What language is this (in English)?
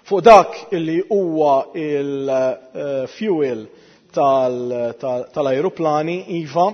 Maltese